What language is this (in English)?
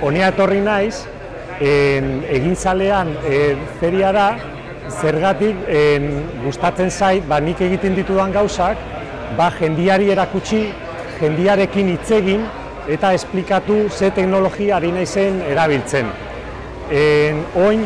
Basque